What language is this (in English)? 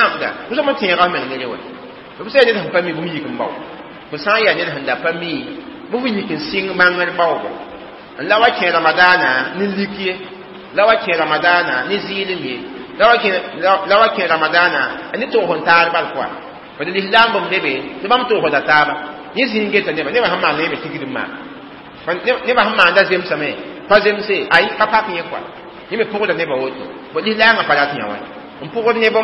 Mossi